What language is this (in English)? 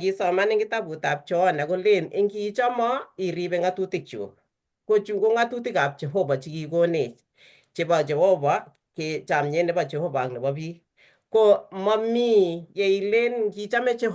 Kalenjin